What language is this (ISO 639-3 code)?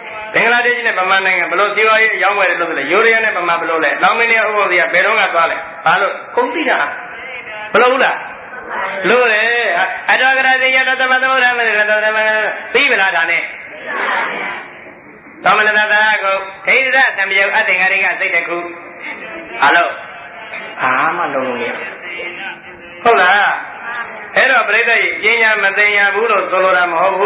mya